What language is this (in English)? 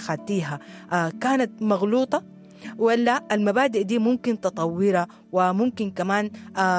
Sudanese Arabic